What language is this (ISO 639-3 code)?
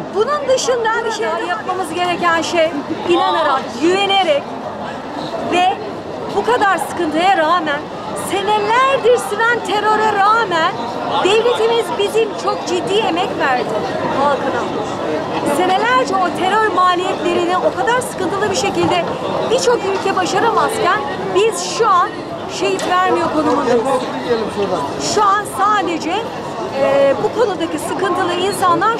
tur